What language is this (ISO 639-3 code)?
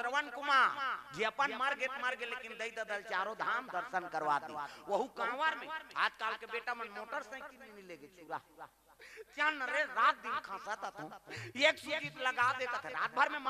hne